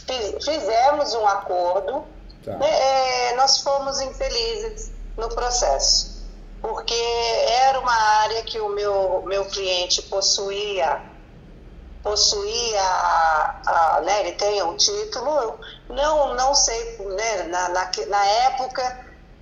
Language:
Portuguese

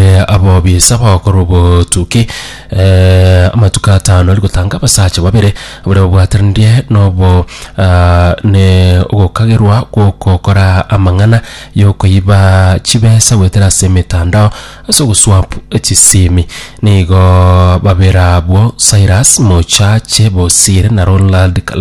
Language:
Gusii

